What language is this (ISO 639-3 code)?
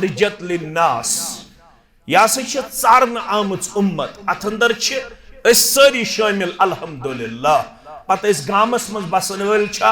kas